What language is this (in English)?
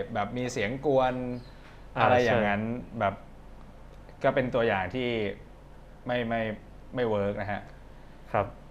Thai